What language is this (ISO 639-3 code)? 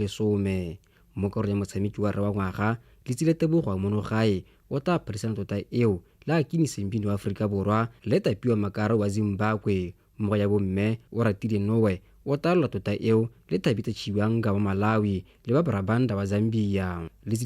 tsn